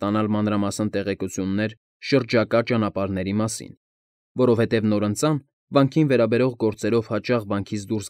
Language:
Armenian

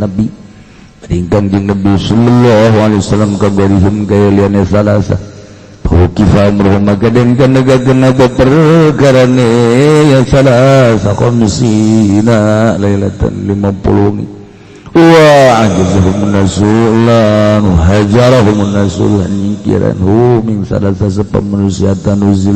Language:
Sundanese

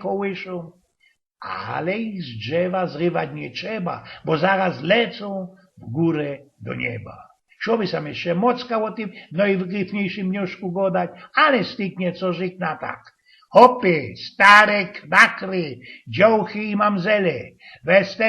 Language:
Silesian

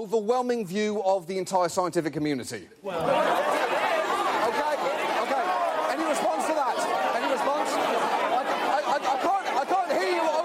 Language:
English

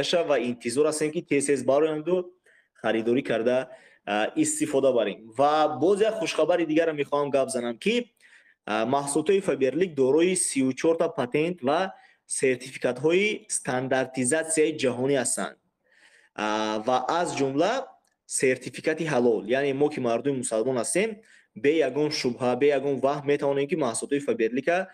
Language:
Tajik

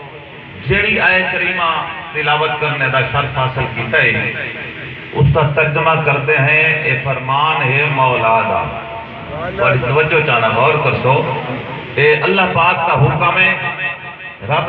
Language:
Saraiki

